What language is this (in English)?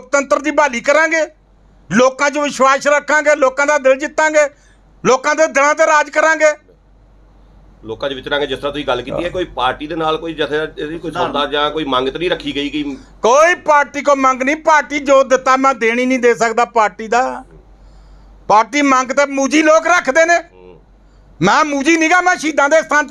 Punjabi